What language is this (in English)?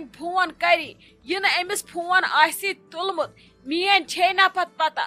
Kashmiri